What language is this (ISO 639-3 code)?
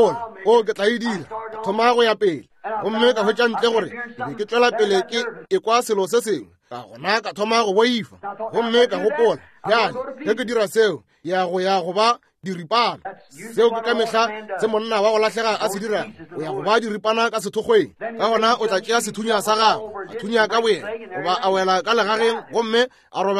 nso